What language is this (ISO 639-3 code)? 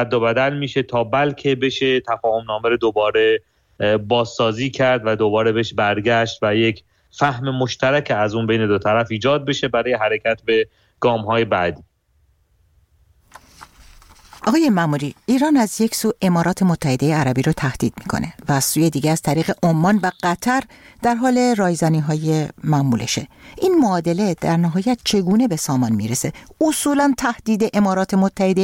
fas